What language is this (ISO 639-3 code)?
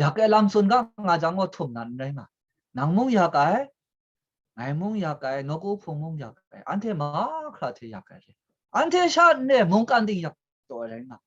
kac